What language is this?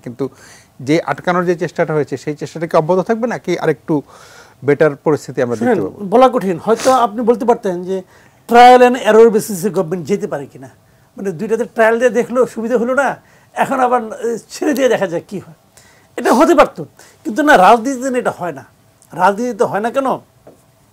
Bangla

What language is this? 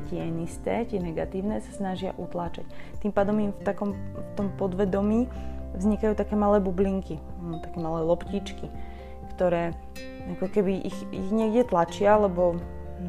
Slovak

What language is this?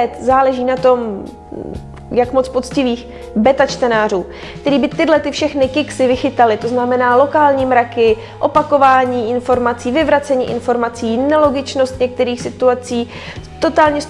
Czech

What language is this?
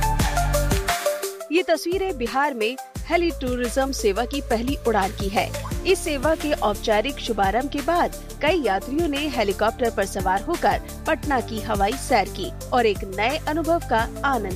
Hindi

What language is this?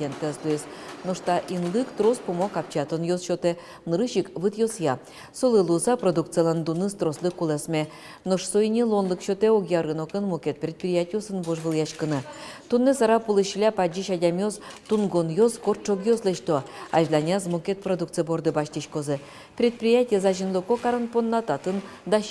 Udmurt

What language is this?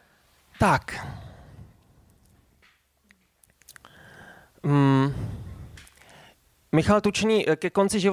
Czech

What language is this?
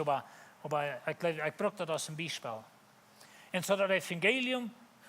Plautdietsch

